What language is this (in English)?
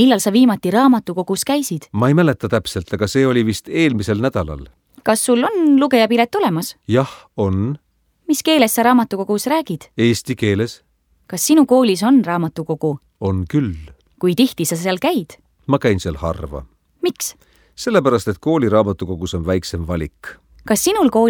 Estonian